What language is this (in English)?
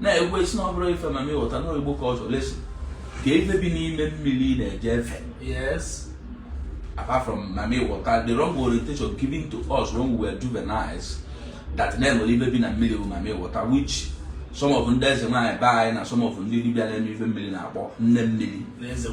Igbo